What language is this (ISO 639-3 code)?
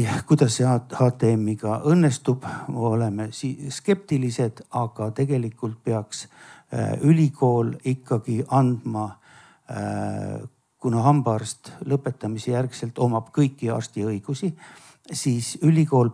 est